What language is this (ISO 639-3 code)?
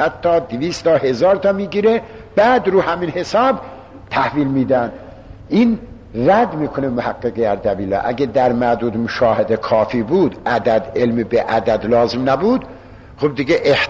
fas